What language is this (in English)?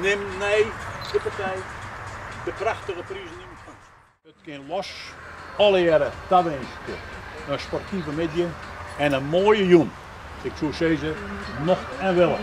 Western Frisian